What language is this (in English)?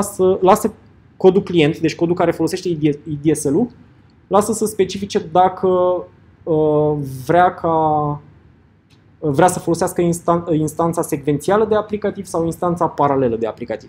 Romanian